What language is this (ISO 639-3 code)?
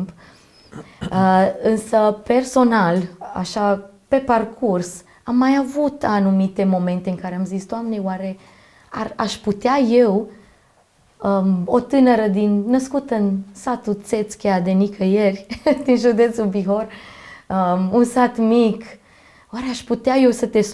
ron